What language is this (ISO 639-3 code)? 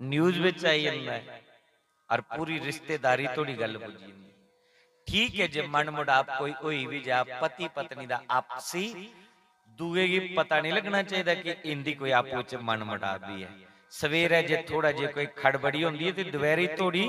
doi